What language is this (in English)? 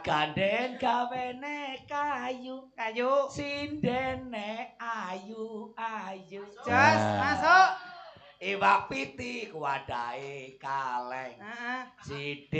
Javanese